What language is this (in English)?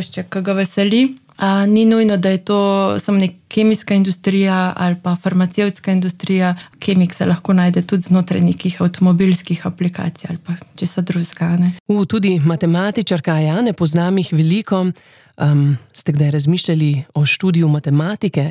Slovenian